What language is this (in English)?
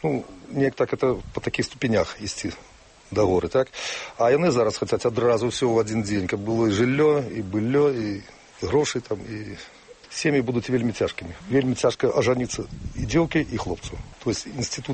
Belarusian